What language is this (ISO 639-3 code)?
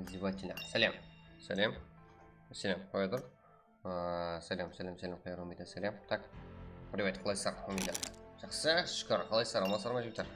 kaa